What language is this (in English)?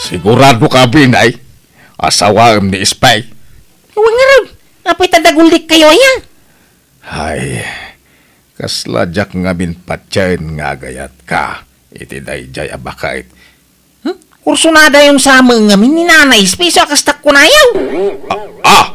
Iloko